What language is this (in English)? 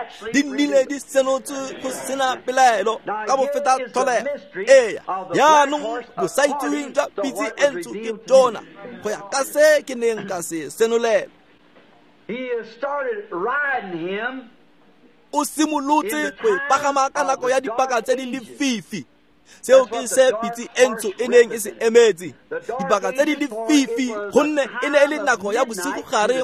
Tswana